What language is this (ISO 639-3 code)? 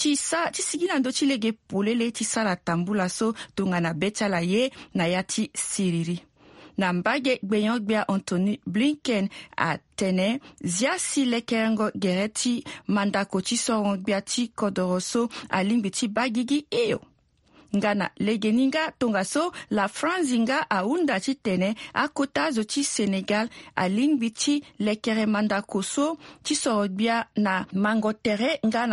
sag